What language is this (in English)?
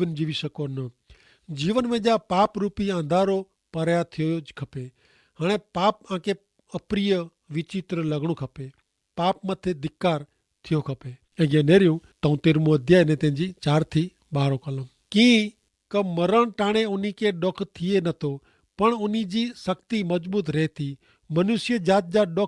Kachhi